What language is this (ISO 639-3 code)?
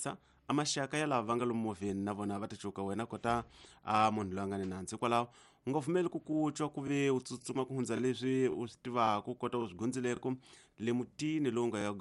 tso